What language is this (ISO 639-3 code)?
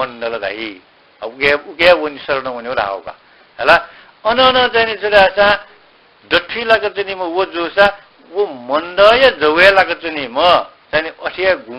new